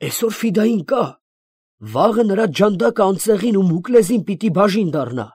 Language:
Armenian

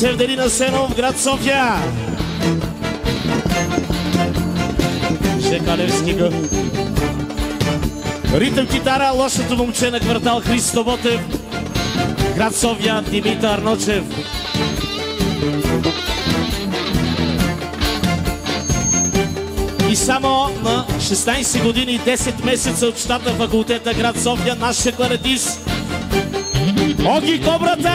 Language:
Bulgarian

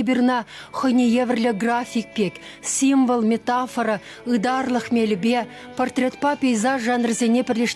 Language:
Chuvash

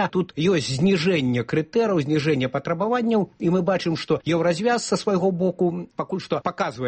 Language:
Belarusian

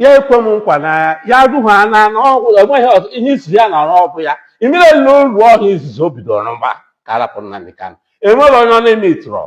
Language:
Igbo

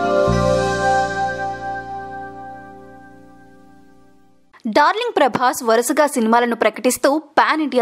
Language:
Telugu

